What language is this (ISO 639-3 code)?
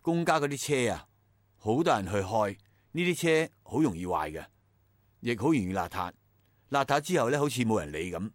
yue